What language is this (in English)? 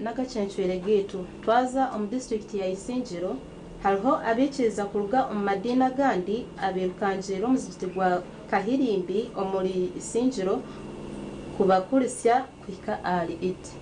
Nyankole